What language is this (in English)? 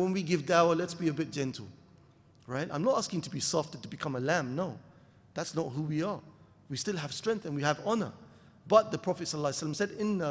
English